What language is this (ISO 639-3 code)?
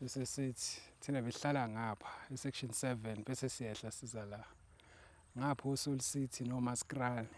zul